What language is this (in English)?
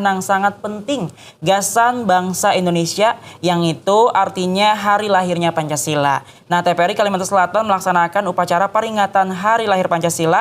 Banjar